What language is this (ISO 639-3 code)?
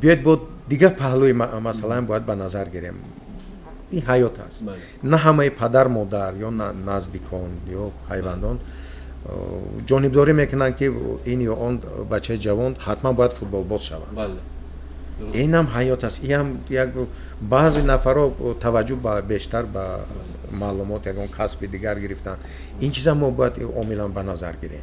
tgk